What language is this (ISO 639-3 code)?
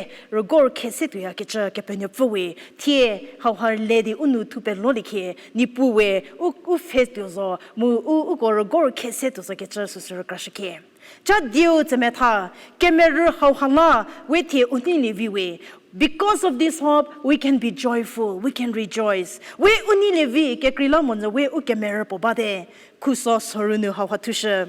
njm